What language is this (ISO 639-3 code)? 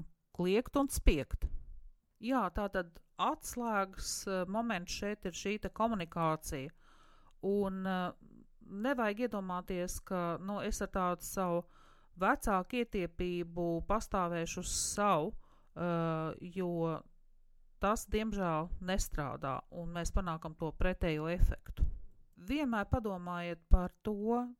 lav